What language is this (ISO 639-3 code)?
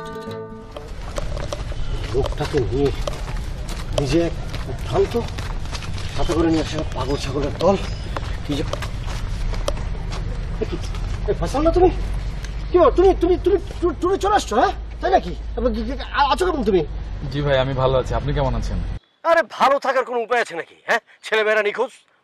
ben